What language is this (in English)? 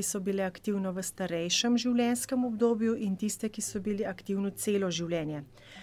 Slovenian